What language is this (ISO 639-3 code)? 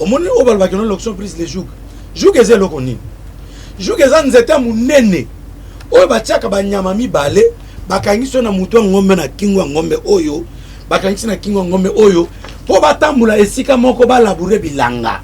lin